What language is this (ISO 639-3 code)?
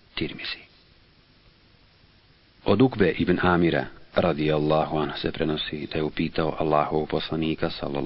bos